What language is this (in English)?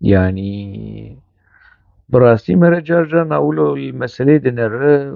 Kurdish